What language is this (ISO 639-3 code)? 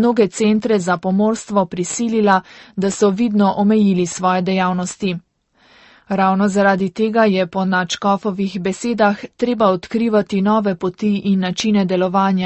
slv